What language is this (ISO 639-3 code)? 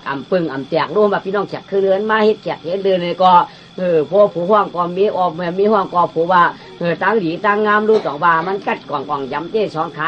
shn